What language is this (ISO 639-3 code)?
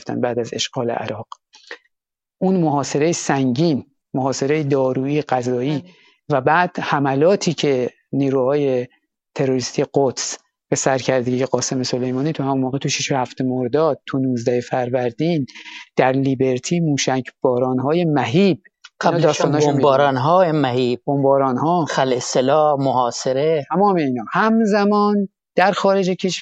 fas